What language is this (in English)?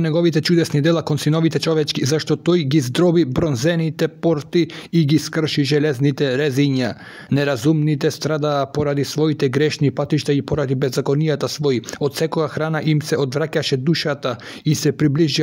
Macedonian